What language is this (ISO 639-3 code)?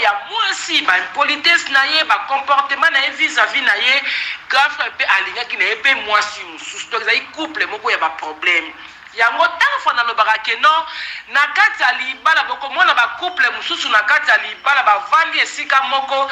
lin